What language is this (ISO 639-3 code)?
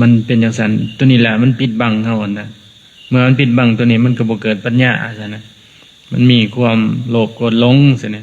lao